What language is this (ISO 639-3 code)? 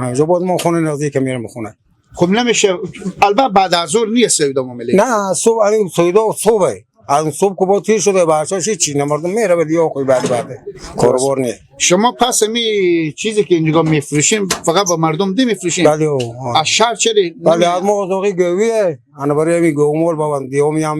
fas